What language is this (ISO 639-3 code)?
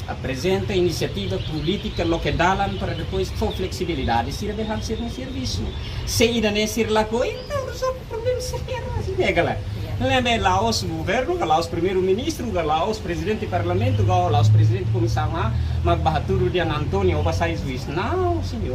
tet